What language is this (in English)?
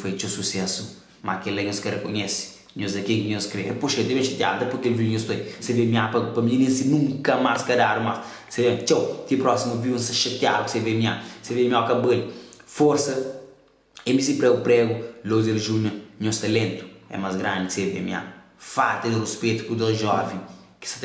Kabuverdianu